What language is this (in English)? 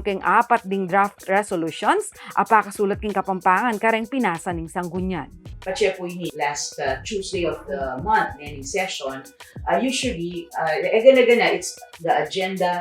Pampanga